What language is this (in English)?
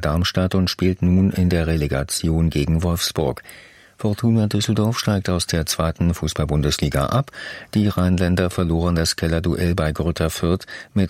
German